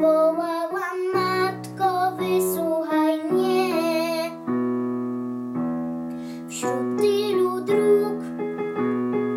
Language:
Polish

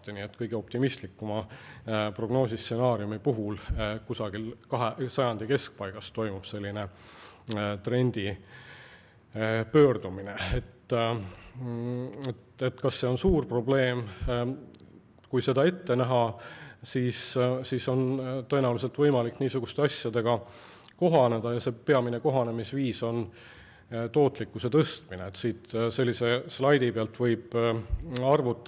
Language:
Estonian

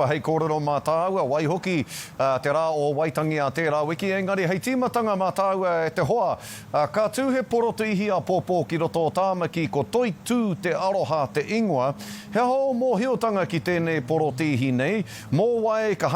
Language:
Māori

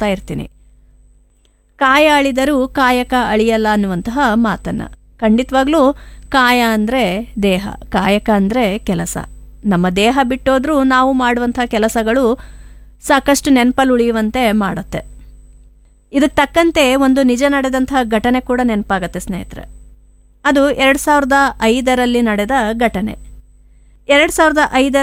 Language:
Kannada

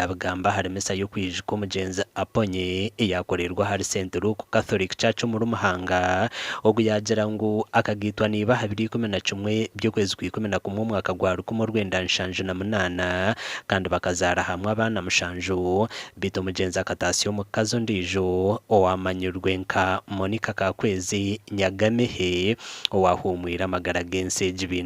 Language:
Nyankole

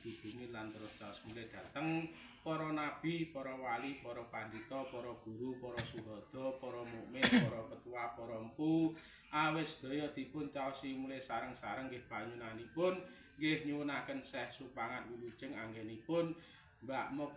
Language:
Javanese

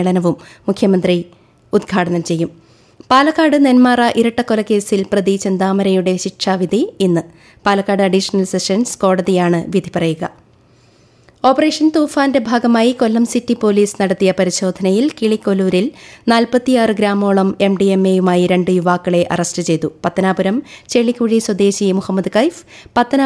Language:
Malayalam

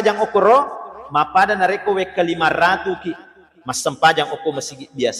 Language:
Buginese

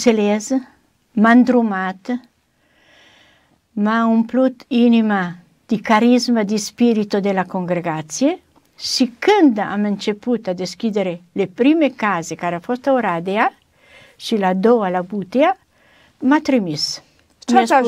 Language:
Romanian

